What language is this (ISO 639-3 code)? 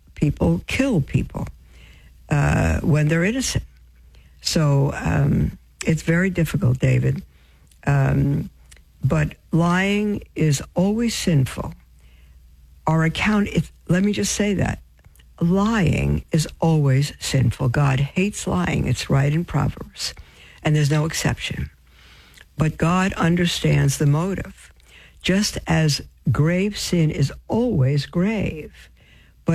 eng